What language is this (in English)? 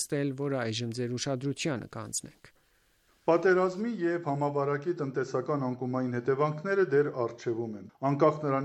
Armenian